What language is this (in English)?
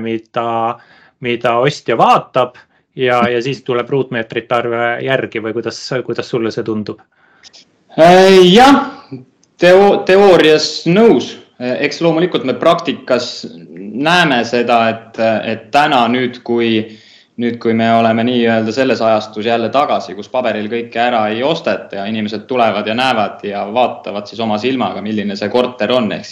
Estonian